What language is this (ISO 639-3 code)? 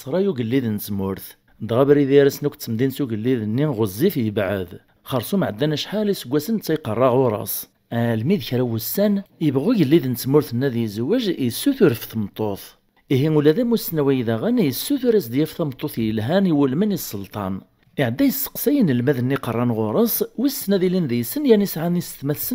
kab